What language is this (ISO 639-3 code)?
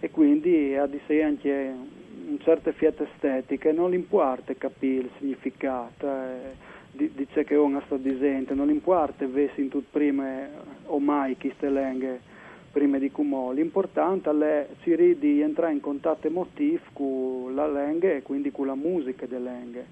fur